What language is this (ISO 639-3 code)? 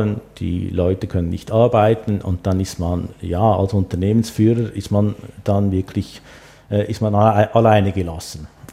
deu